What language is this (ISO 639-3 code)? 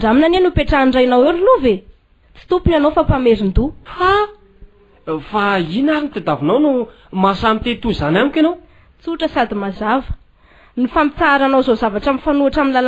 mlg